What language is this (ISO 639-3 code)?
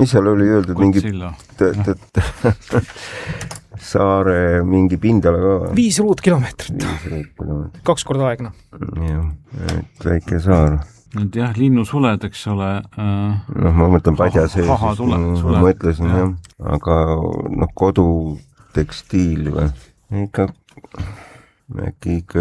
est